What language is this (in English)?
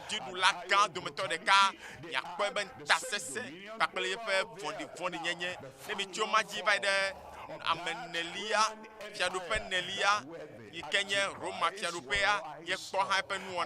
Ewe